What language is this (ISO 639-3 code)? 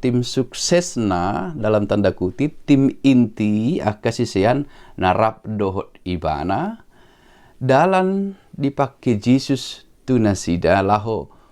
bbc